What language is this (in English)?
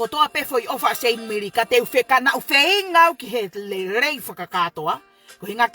Tongan